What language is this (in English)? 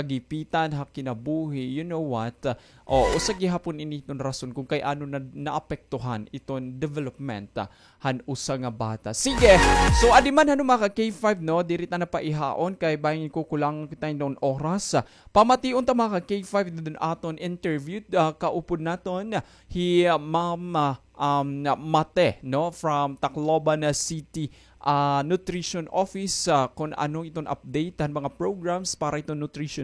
Waray